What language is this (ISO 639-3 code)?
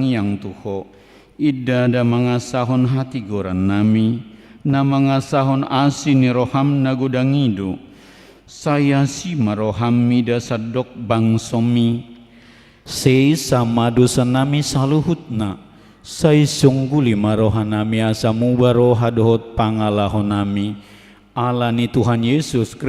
bbc